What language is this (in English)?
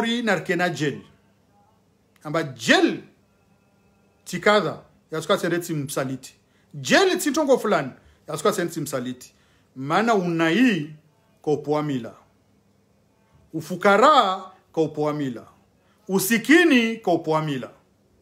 Swahili